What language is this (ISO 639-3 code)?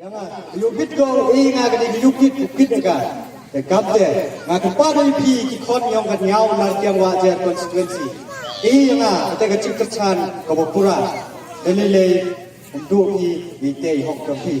kha